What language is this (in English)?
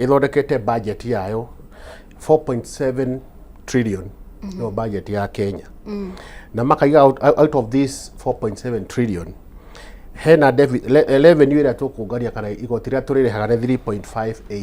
Kikuyu